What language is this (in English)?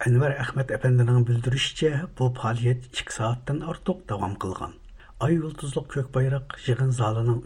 Uyghur